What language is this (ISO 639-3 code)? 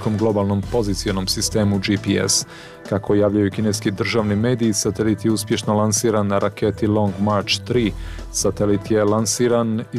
srp